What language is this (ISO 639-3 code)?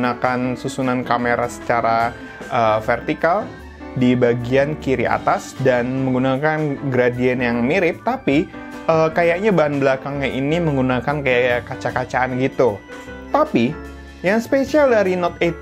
ind